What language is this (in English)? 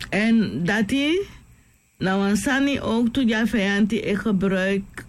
Sranan Tongo